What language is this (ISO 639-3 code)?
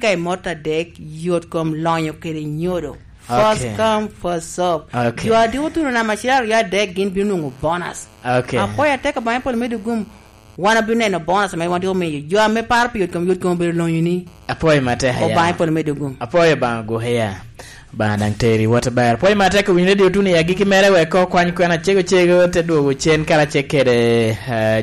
laj